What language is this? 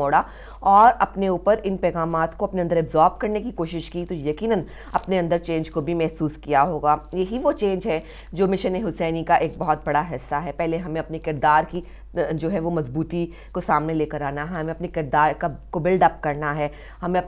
Urdu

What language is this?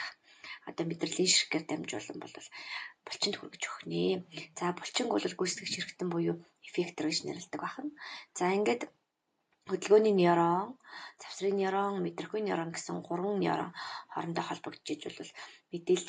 Mongolian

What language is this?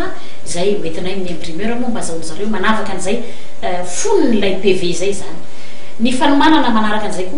Malagasy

